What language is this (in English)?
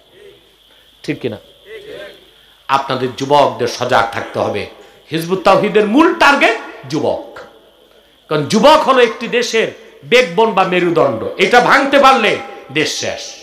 Bangla